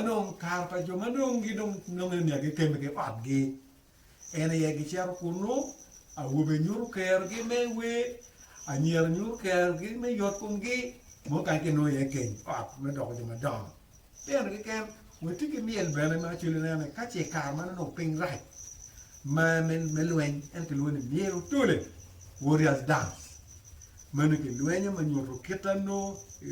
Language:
Acoli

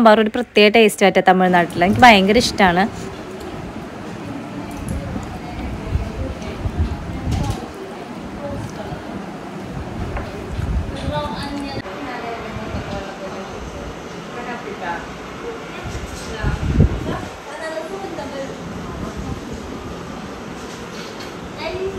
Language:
Malayalam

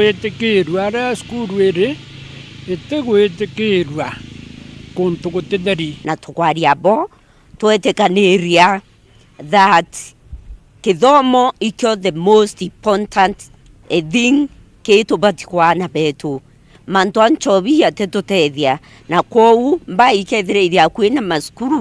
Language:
Meru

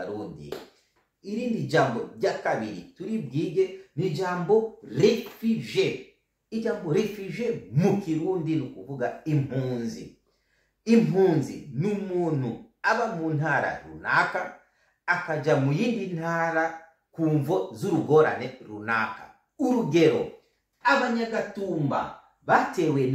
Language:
Rundi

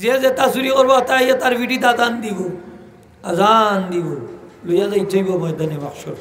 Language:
Sylheti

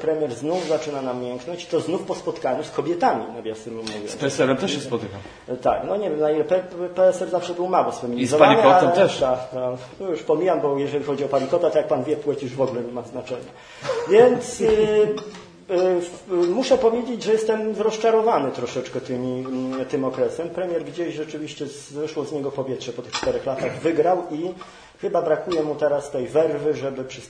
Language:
Polish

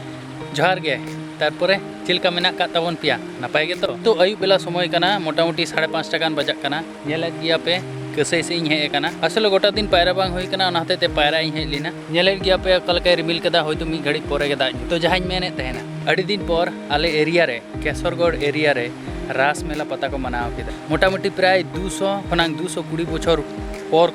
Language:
Santali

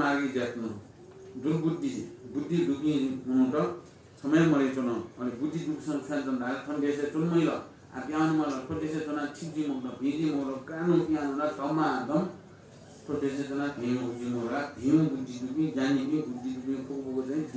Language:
Newari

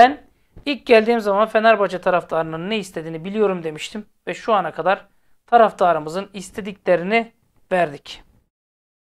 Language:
Turkish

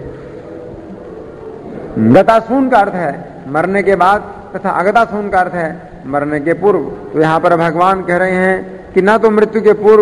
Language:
Hindi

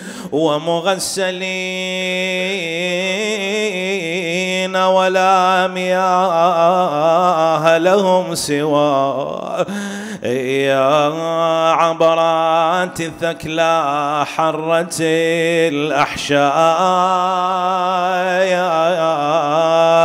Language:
Arabic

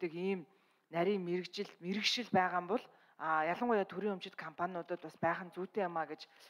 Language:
Mongolian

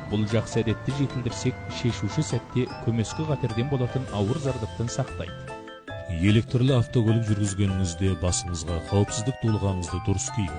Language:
Kazakh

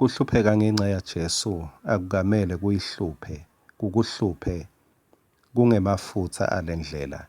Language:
Swati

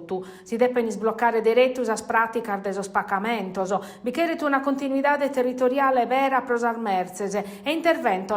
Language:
Sardinian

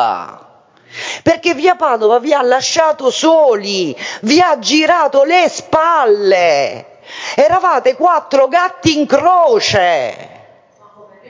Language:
Italian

